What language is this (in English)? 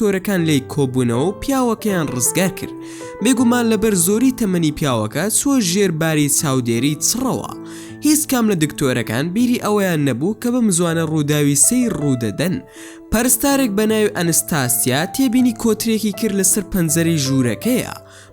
Central Kurdish